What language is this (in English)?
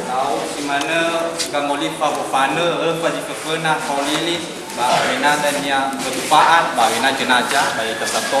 Nias